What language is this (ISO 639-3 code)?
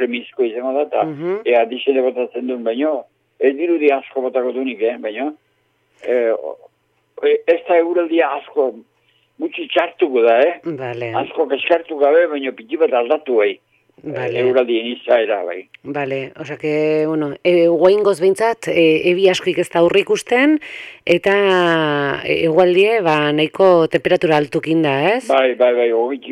eus